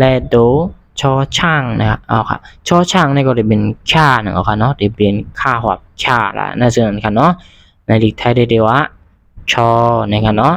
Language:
Shan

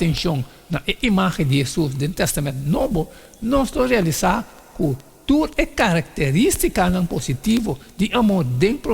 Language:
Papiamento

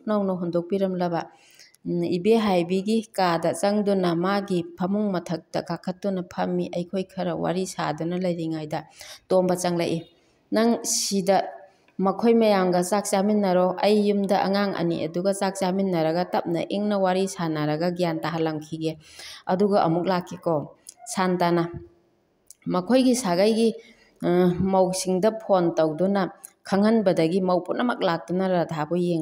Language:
Manipuri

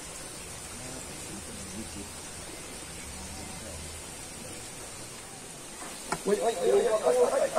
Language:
Indonesian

